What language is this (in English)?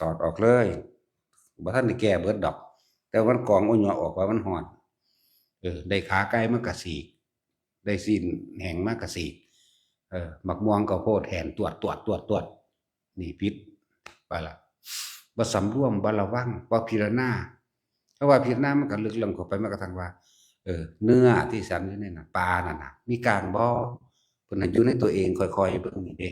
Northeastern Thai